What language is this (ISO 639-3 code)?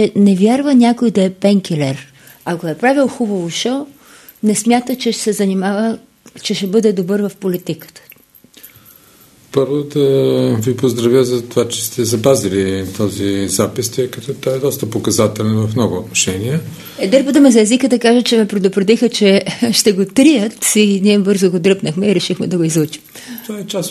bul